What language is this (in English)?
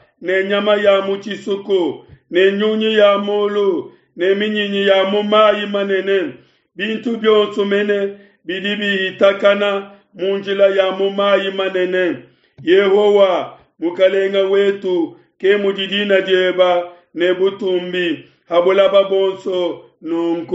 Luba-Lulua